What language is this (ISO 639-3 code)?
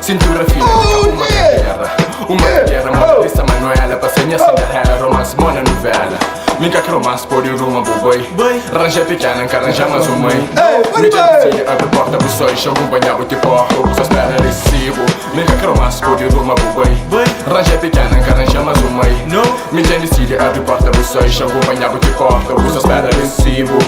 kea